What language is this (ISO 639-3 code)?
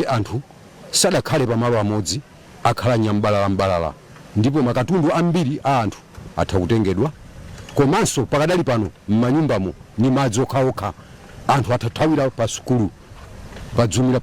nya